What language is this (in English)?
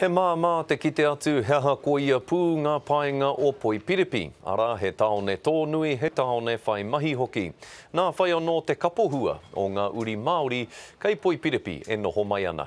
Māori